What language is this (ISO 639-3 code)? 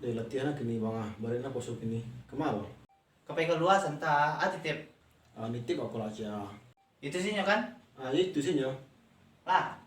min